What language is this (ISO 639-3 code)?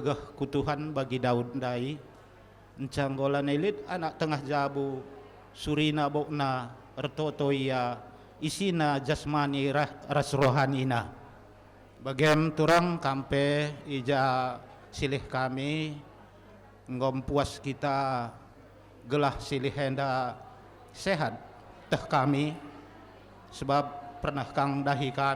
btx